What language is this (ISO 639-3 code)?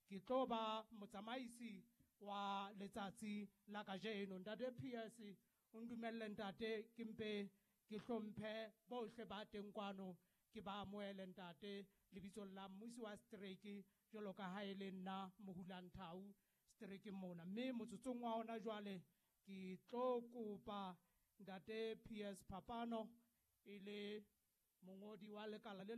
sot